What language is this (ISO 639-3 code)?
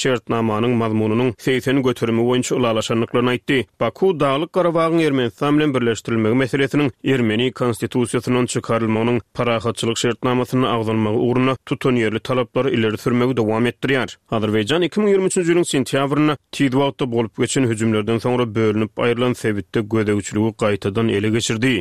tuk